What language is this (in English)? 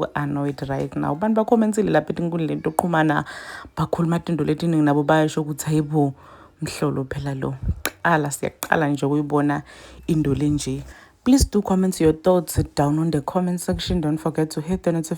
Zulu